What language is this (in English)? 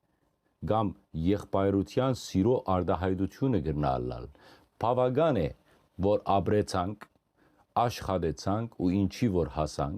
Western Armenian